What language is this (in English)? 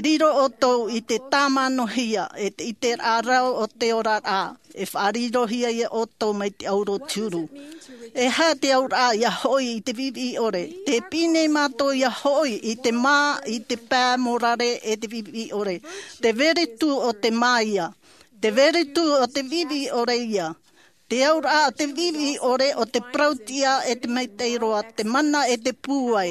Tahitian